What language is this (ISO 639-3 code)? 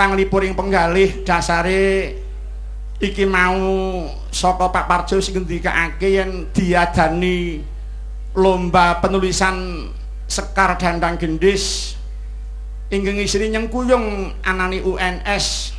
jav